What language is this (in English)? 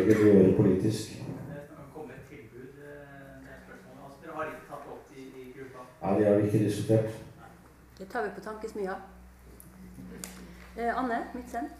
Norwegian